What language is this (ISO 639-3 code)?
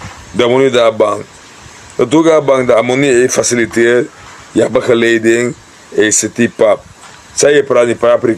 srn